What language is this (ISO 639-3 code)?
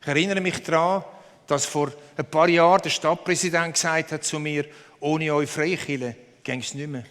gsw